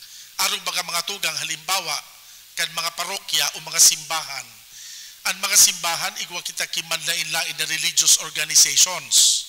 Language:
Bikol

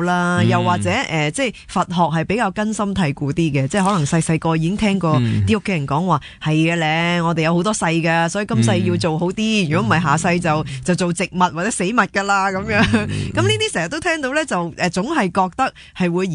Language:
Cantonese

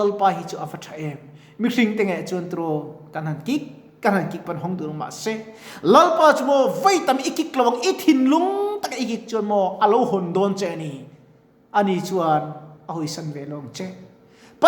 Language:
Mizo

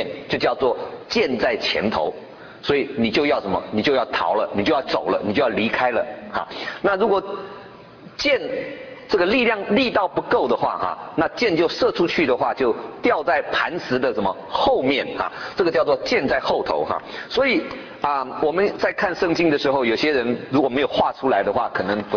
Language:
Chinese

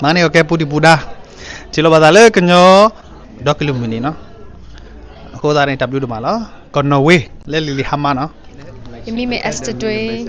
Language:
S'gaw Karen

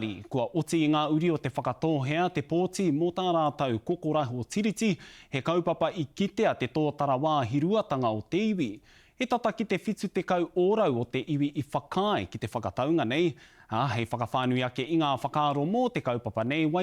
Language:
Māori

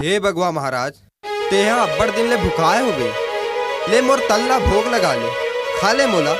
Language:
Chhattisgarhi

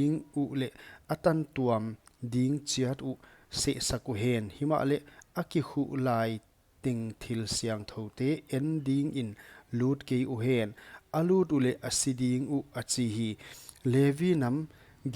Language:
Paite Chin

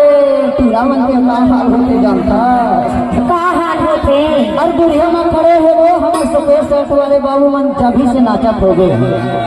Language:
Chhattisgarhi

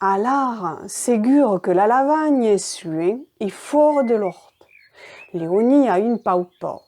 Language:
Occitan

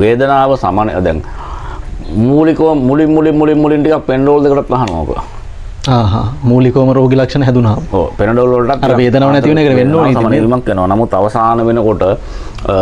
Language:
Sinhala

